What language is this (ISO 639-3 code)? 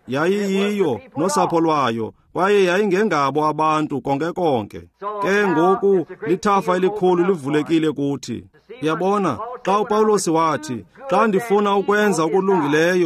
xho